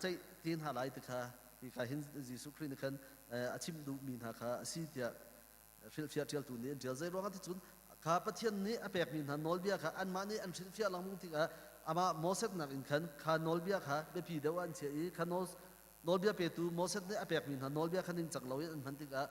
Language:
Hakha Chin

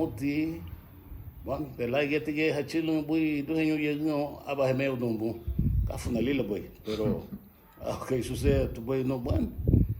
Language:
Garifuna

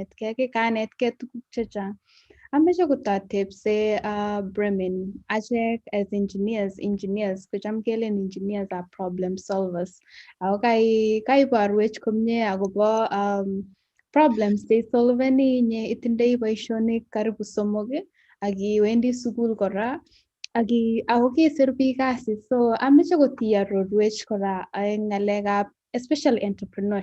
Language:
Kalenjin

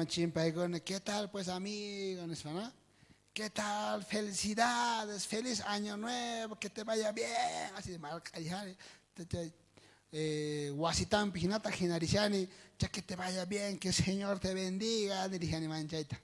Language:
South Bolivian Quechua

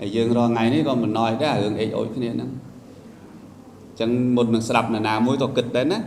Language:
Khmer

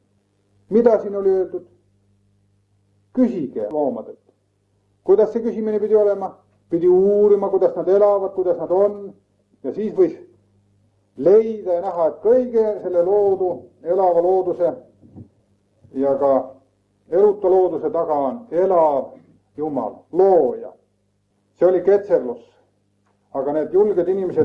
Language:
Estonian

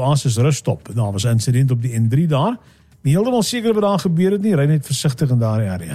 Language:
Afrikaans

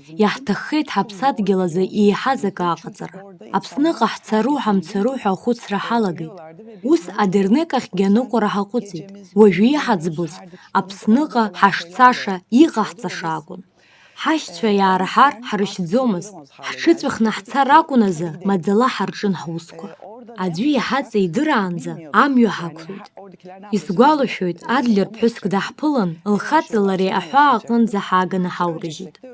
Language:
Abkhazian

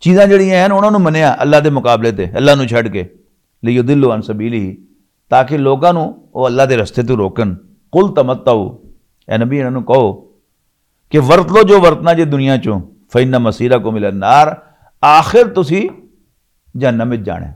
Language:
Western Panjabi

